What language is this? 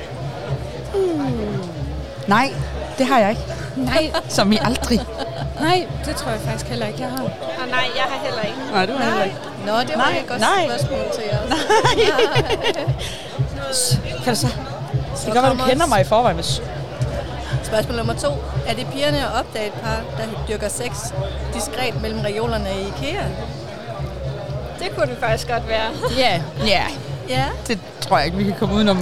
Danish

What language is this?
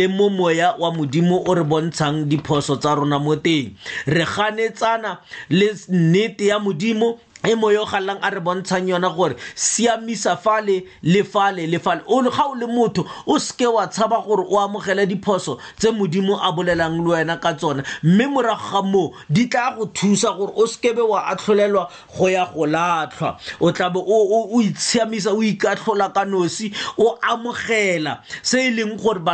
Tswana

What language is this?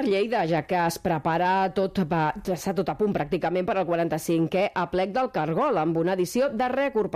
Catalan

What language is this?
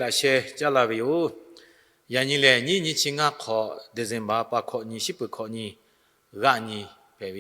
Lahu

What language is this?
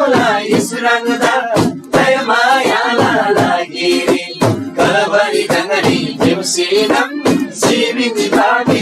Eastern Tamang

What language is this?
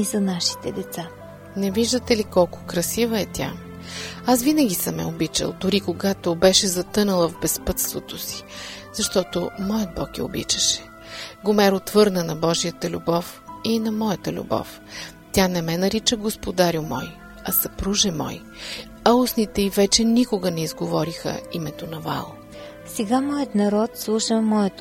Bulgarian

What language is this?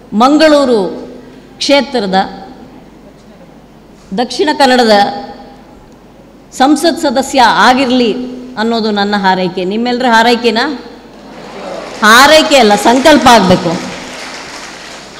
Kannada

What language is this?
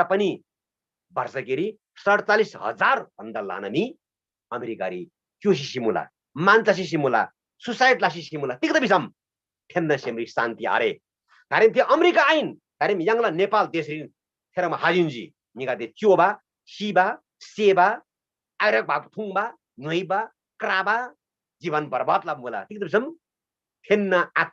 Eastern Tamang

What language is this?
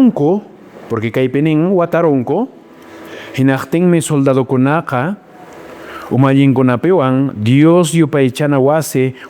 Quechua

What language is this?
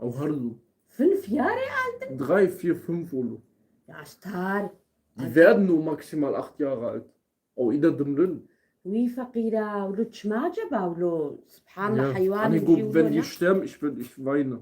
Kurdish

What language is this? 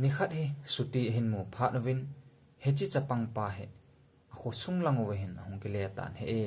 Thado Chin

